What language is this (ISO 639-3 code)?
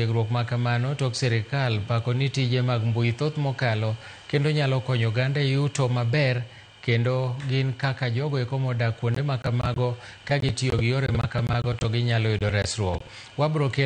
luo